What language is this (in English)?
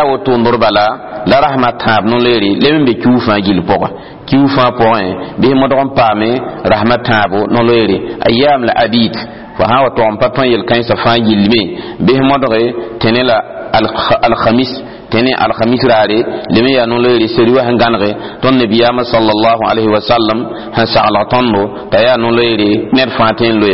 Mossi